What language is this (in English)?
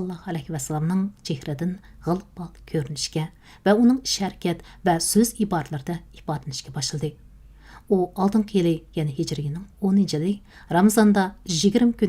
Uyghur